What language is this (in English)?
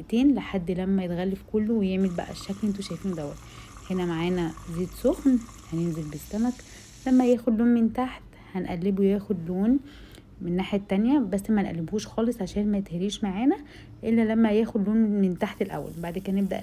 Egyptian Arabic